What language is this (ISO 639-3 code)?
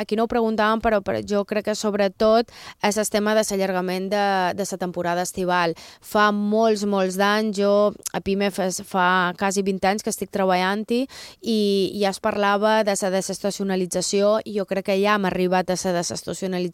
cat